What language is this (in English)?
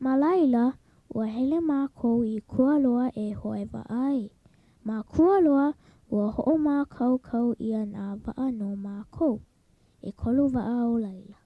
Hawaiian